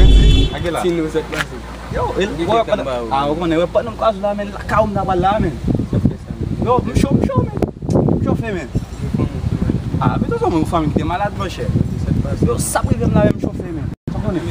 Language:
Haitian Creole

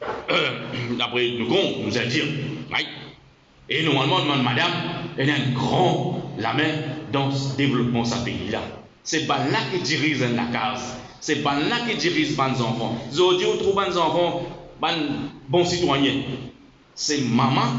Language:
Morisyen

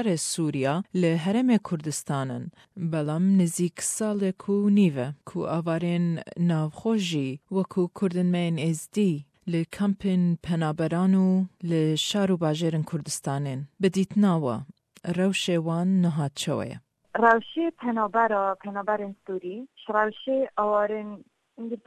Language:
Kurdish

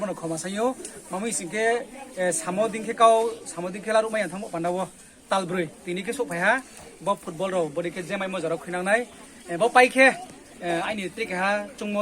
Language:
Riang (India)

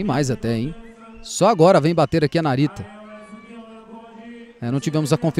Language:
Portuguese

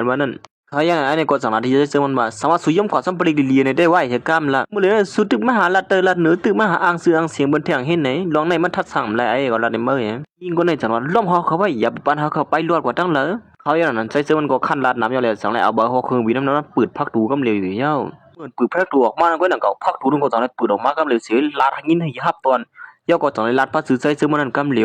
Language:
Shan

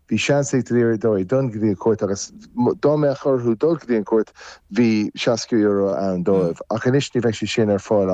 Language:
Irish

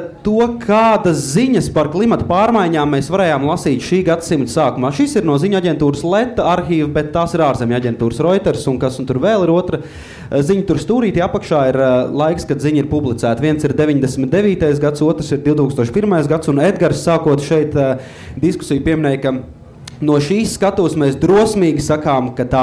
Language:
Latvian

